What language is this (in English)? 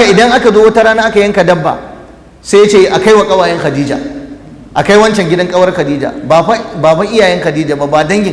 Hausa